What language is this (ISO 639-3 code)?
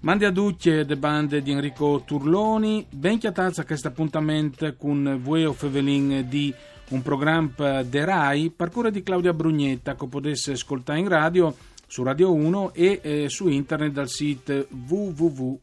fur